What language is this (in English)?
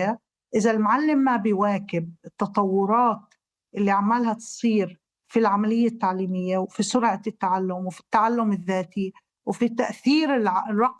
North Levantine Arabic